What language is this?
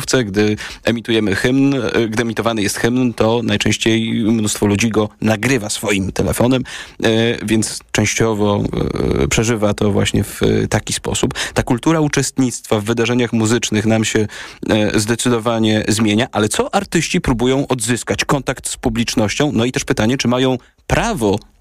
Polish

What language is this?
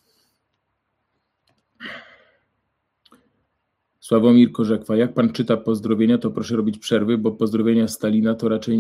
Polish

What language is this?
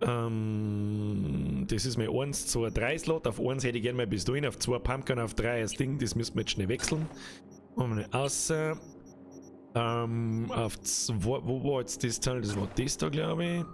Bavarian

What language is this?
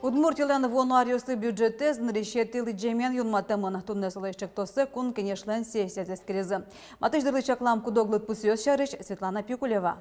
Udmurt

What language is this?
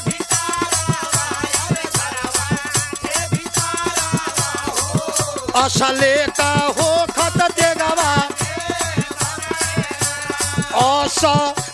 Bhojpuri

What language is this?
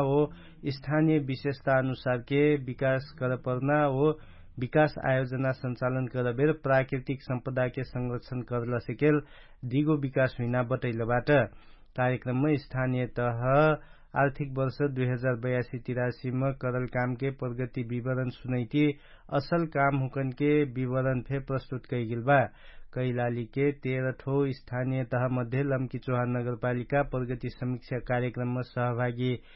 Dangaura Tharu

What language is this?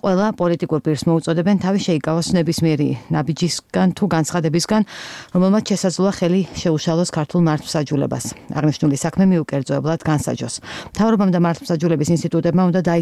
Georgian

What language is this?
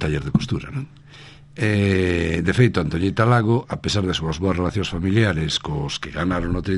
Galician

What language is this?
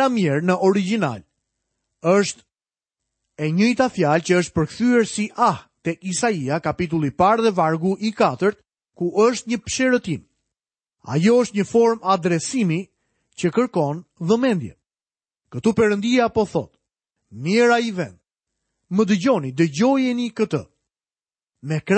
Albanian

